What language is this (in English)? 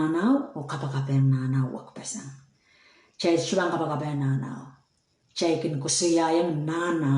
Pohnpeian